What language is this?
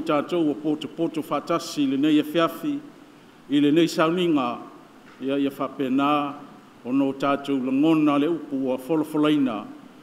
Samoan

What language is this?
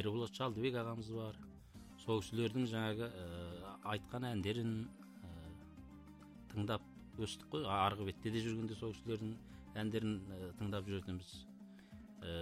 Kazakh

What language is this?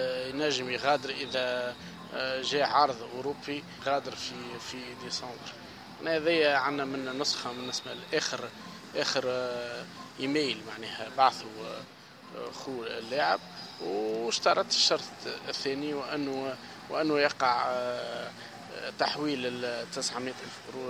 Tunisian Arabic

